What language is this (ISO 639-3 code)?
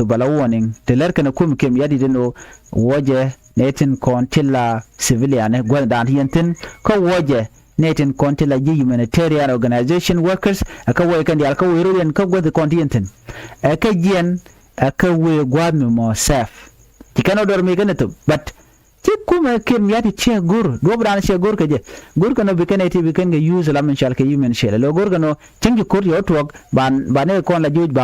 nus